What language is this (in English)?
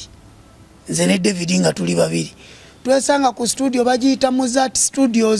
Ganda